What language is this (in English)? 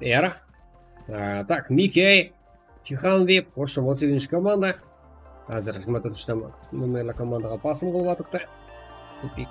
Kara-Kalpak